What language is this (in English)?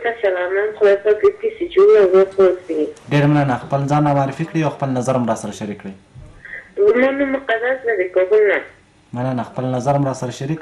Pashto